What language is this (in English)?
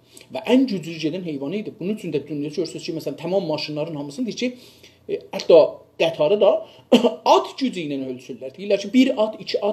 South Azerbaijani